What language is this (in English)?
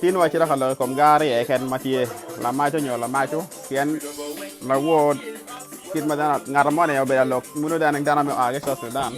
Acoli